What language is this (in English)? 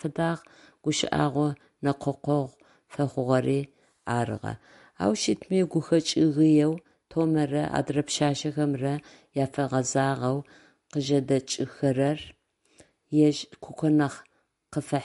Adyghe